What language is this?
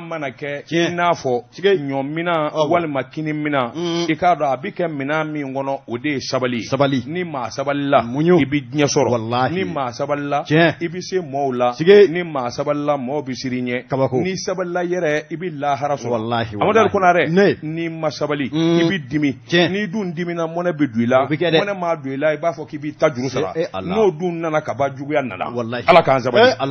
Bambara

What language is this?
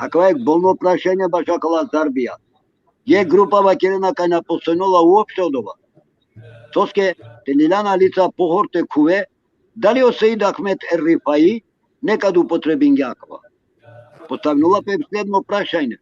Balkan Romani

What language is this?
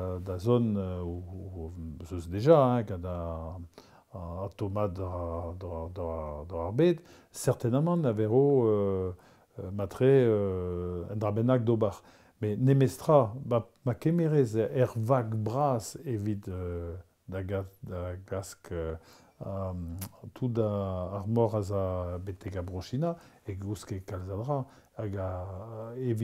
Breton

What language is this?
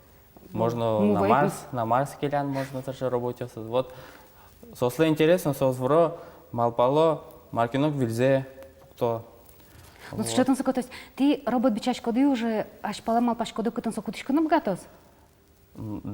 Udmurt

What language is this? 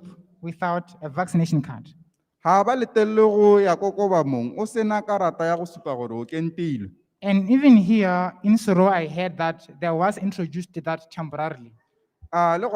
Tswana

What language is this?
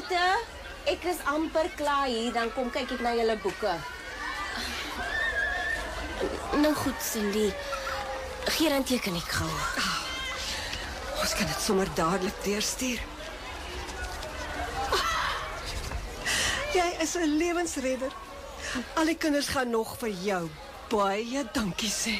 Afrikaans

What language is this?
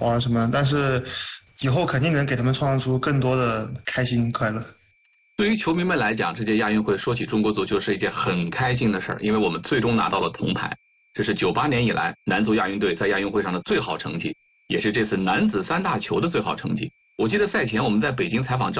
Chinese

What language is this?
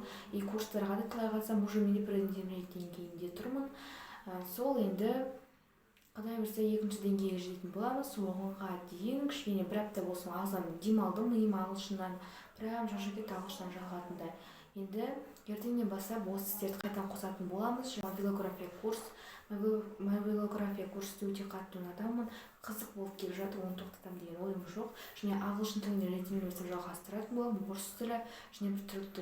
Kazakh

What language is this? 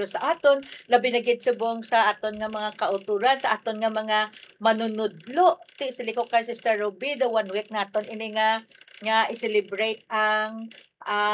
Hiligaynon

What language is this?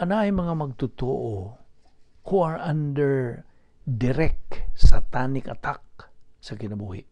Cebuano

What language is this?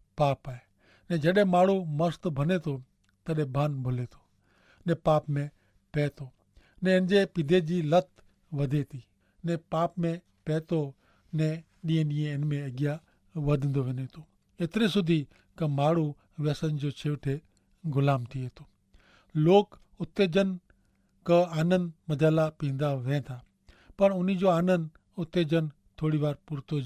Kachhi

